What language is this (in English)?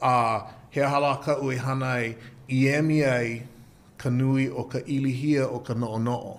Hawaiian